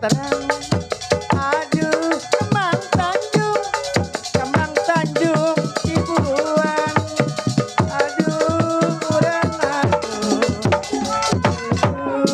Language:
Betawi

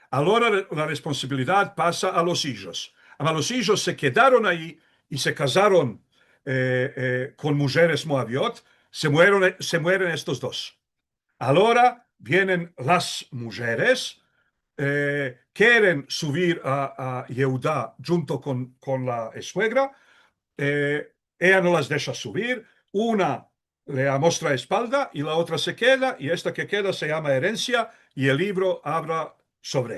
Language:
Ladino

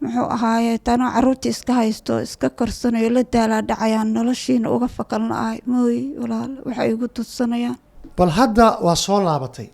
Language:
Somali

